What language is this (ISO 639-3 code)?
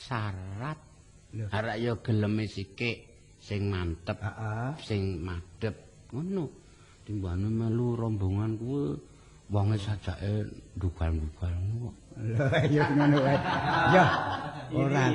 jav